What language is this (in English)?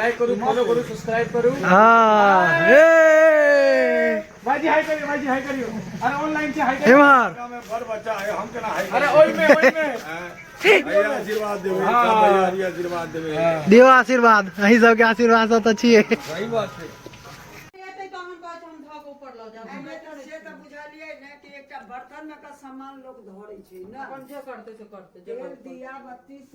Maithili